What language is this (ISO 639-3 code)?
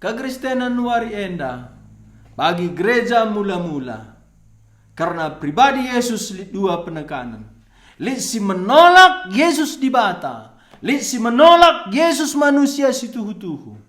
btx